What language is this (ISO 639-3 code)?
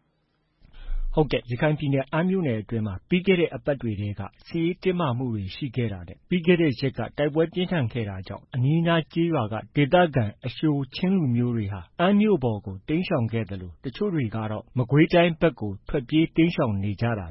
mya